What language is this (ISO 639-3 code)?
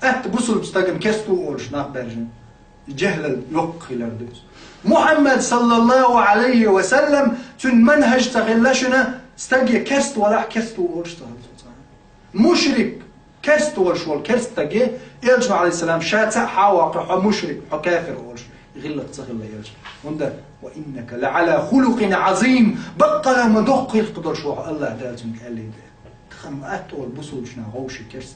che